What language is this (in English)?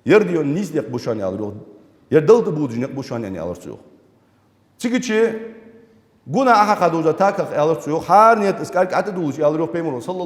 Ingush